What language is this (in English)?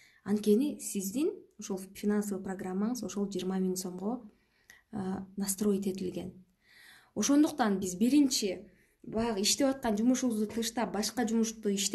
Kyrgyz